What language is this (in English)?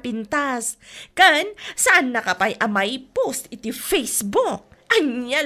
Iloko